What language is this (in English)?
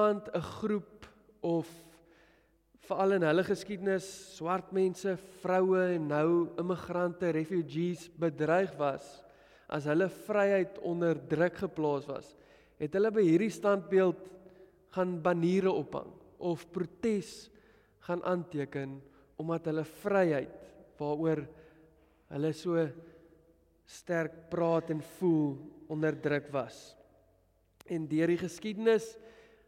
Afrikaans